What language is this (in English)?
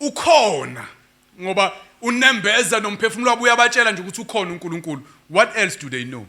Zulu